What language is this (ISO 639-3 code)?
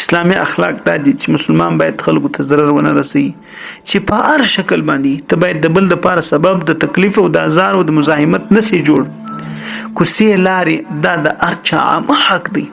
pus